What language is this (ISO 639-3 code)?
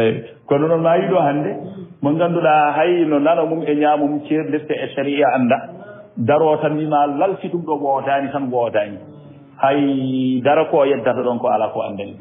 ful